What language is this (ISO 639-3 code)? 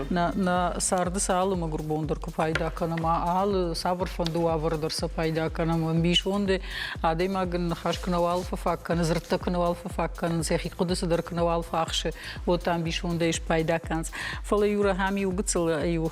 oss